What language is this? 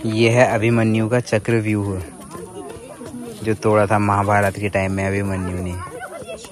Hindi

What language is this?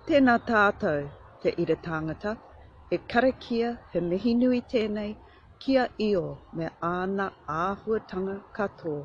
Māori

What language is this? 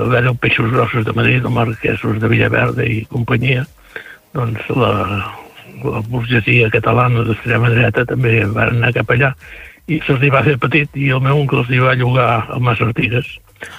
Catalan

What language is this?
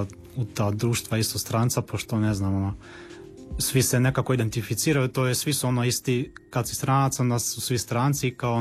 Croatian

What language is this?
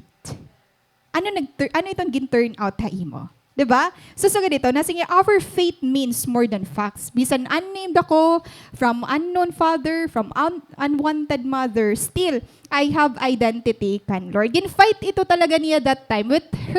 Waray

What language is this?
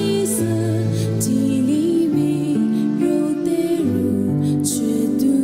Lisu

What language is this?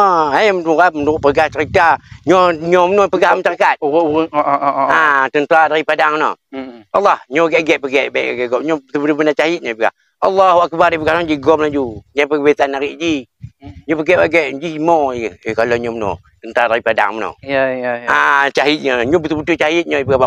Achinese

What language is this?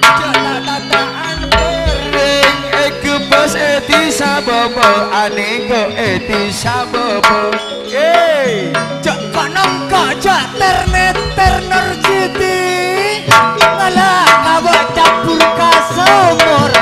Madurese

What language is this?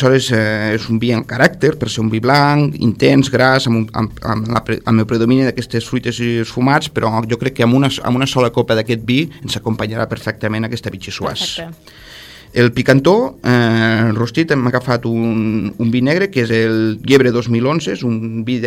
Catalan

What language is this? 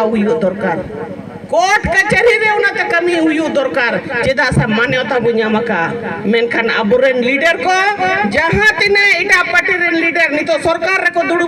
Santali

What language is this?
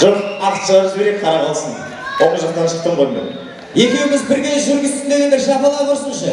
Kara-Kalpak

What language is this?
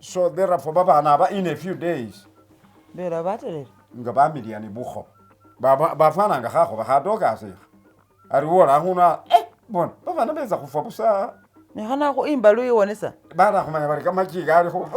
Masaaba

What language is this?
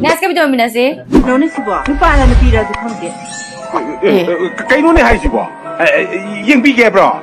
Manipuri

